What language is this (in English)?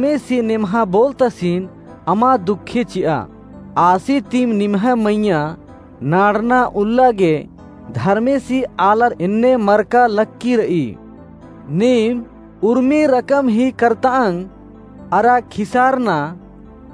Kurukh